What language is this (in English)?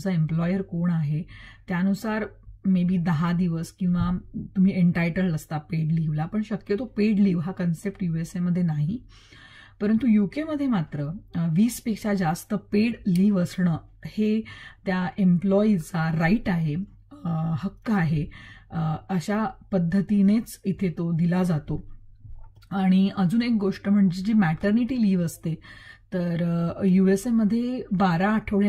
Marathi